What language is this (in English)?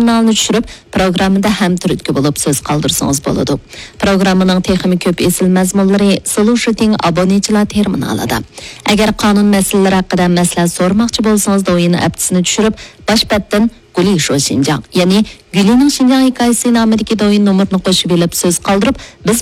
Uyghur